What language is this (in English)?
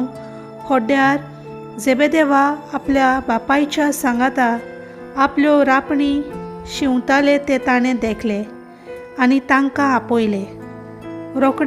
Konkani